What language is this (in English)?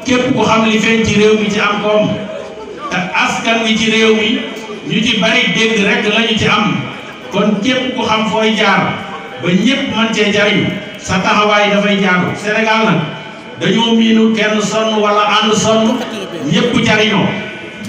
Wolof